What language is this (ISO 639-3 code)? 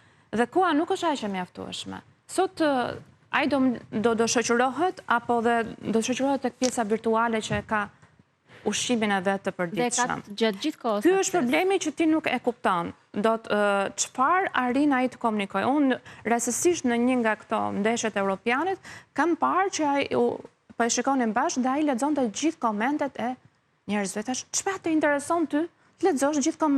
sqi